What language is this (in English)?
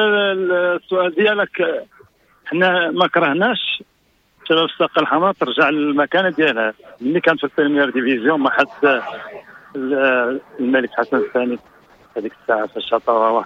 Moroccan Arabic